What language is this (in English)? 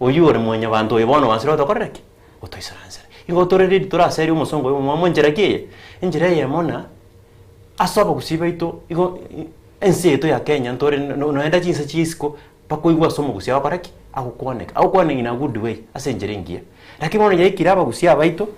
Gusii